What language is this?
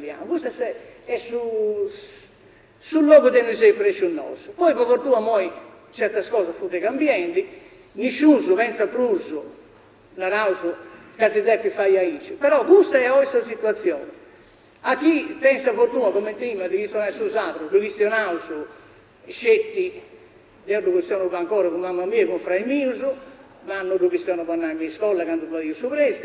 Sardinian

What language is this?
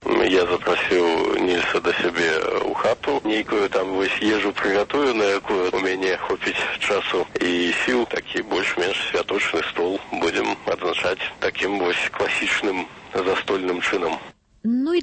Belarusian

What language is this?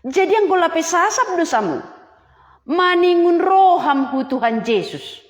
Batak Simalungun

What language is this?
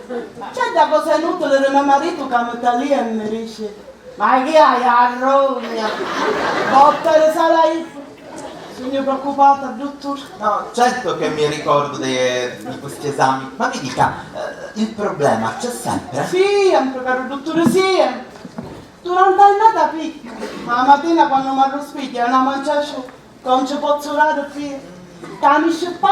Sicilian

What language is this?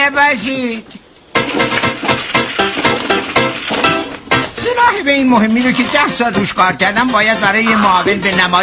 Persian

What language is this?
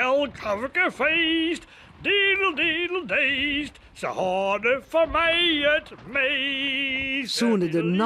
Western Frisian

